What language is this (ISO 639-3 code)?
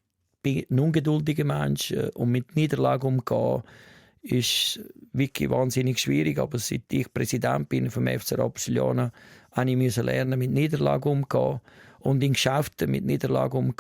gsw